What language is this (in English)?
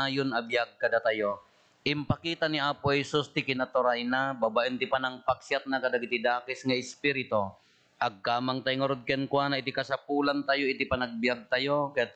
Iloko